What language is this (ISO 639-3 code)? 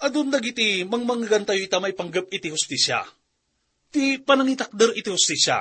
ilo